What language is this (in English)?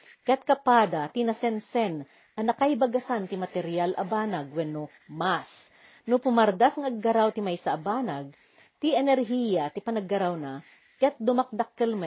Iloko